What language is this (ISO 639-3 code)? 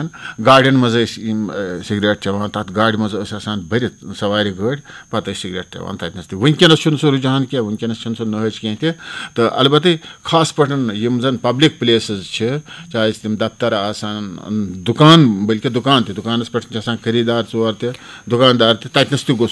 kas